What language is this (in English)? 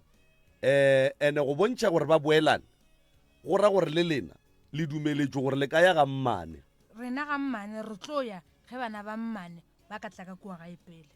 Northern Sotho